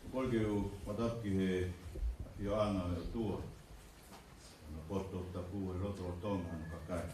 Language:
Tongan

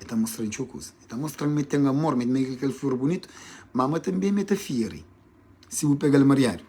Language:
Kabuverdianu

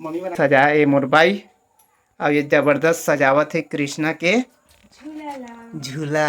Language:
Chhattisgarhi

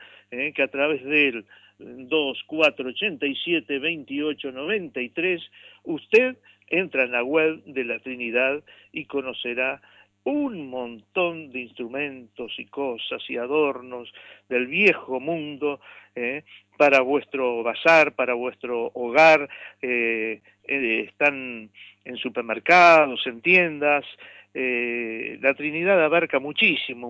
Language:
Spanish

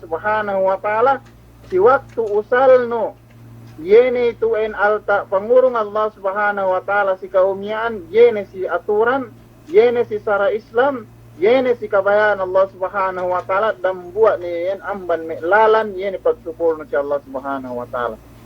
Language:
Yakan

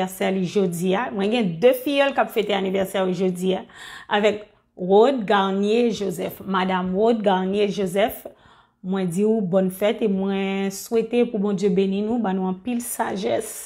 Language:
Haitian Creole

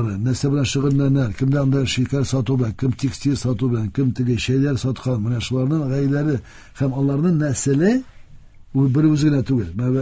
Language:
Tatar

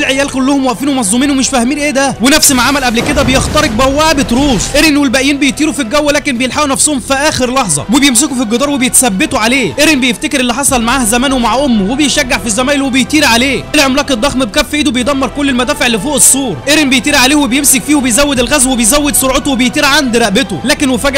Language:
Egyptian Arabic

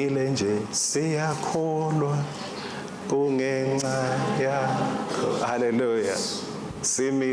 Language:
Swati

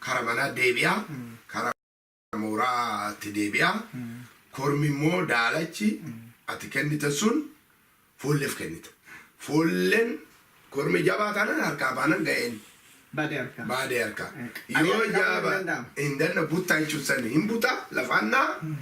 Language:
Oromo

